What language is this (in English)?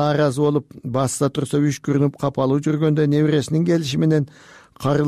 Kyrgyz